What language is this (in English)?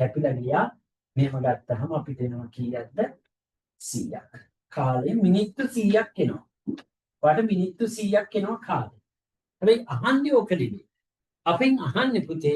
Sinhala